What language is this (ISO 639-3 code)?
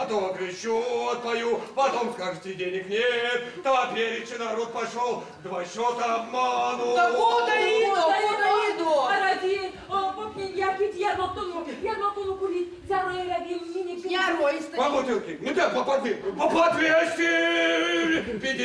myv